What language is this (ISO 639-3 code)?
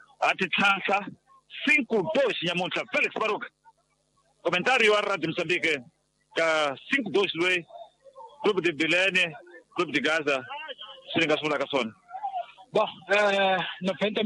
tso